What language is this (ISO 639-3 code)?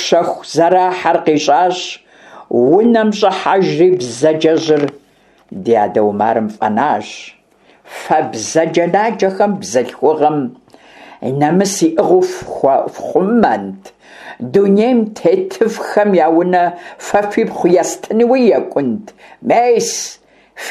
kbd